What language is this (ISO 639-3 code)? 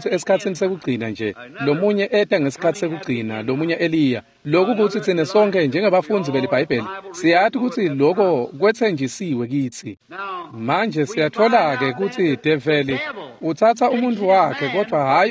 ssw